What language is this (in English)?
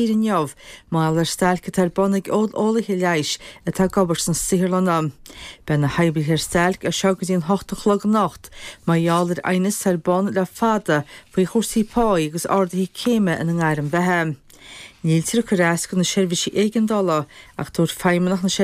Irish